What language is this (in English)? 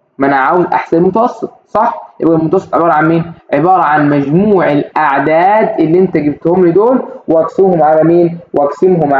Egyptian Arabic